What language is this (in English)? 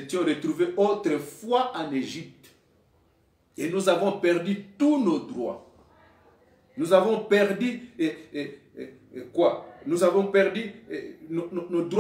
French